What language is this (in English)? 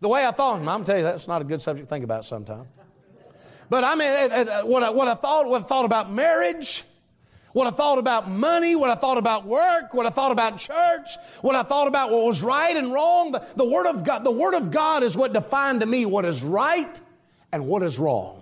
English